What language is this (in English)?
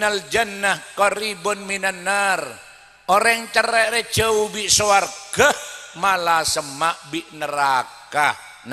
Madurese